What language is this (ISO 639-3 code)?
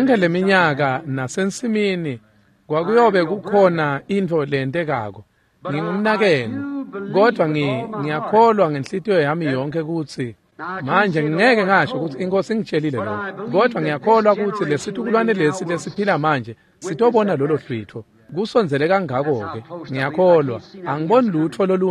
ssw